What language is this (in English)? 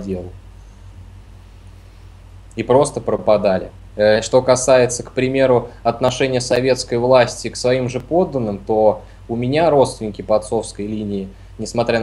Russian